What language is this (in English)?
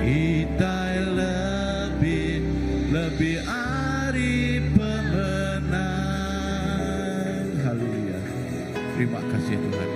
Iban